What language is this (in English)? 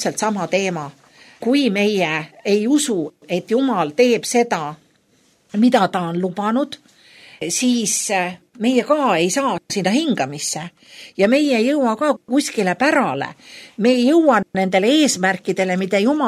Estonian